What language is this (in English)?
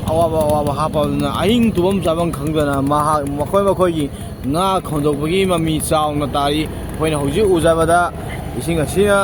Manipuri